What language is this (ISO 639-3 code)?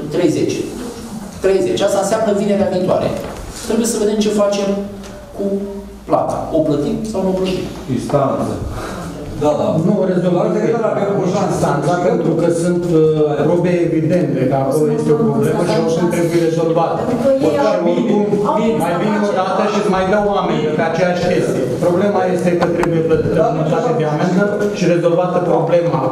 ron